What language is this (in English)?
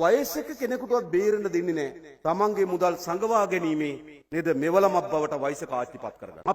Sinhala